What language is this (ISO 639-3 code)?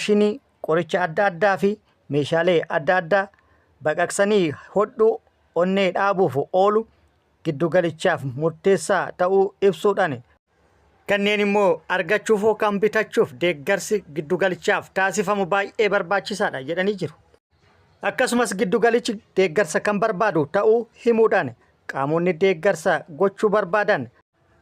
orm